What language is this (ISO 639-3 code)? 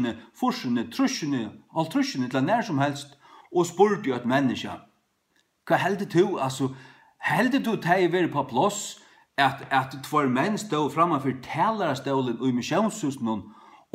fao